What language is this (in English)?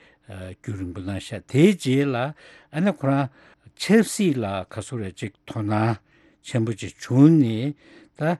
Tibetan